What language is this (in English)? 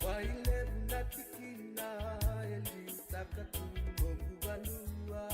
Fijian